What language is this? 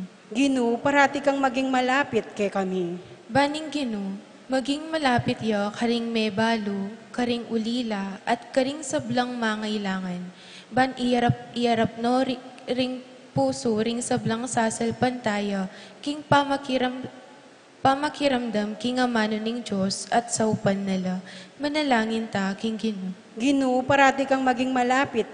Pampanga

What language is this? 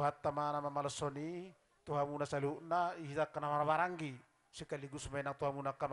Batak Toba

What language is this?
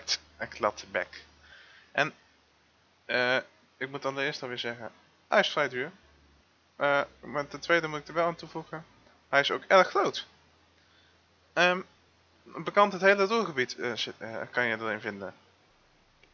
Dutch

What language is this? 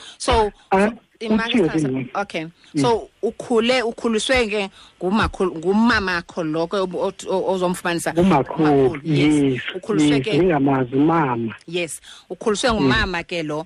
Xhosa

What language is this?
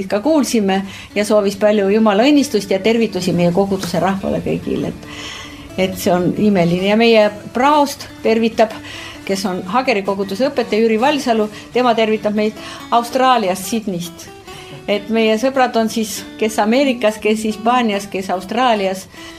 Estonian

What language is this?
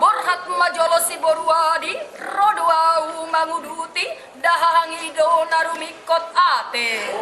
Batak Toba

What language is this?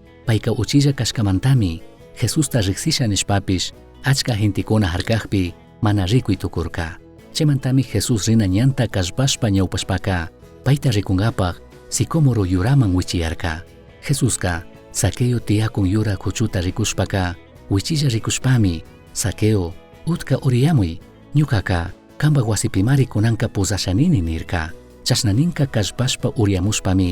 Chimborazo Highland Quichua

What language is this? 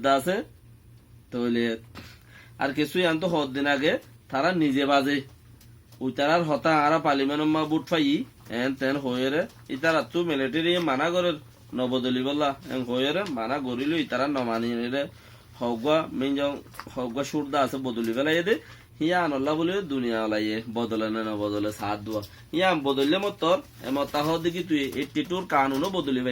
Rohingya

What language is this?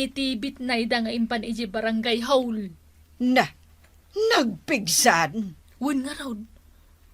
Iloko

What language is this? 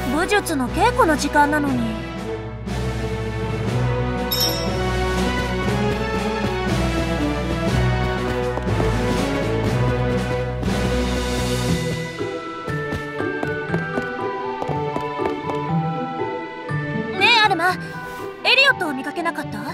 Japanese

